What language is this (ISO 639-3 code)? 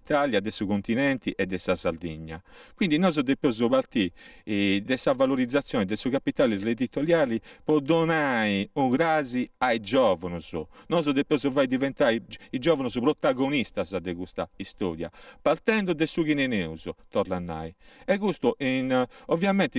srd